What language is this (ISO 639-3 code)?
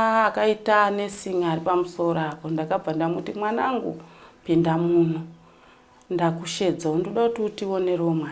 sna